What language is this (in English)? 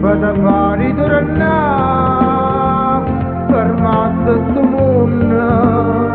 Neapolitan